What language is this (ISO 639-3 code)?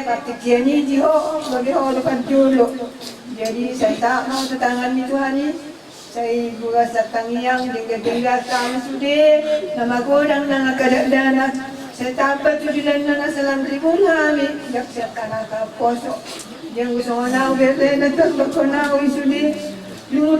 bbc